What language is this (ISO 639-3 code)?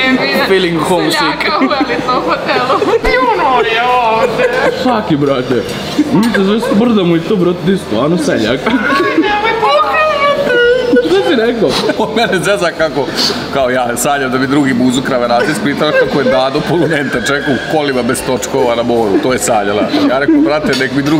hrv